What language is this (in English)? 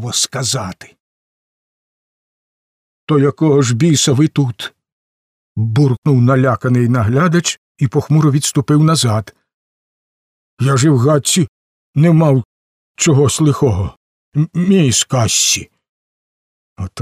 Ukrainian